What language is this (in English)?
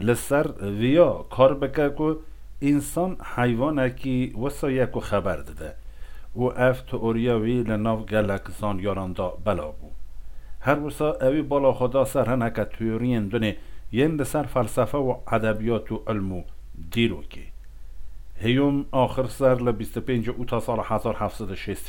Kurdish